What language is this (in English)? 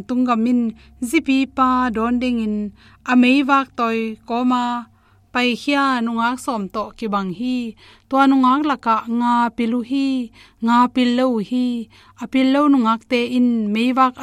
Tedim Chin